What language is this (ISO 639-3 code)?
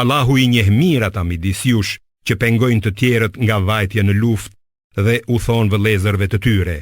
sqi